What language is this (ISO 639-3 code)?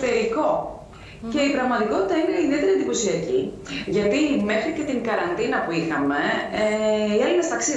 ell